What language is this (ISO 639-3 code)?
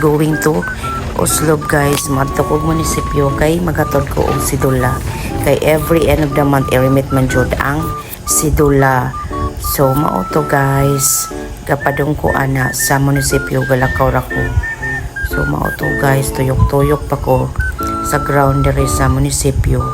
ceb